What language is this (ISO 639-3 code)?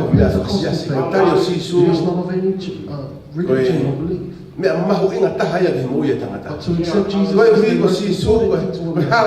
ton